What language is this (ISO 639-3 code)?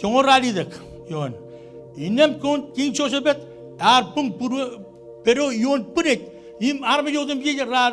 mah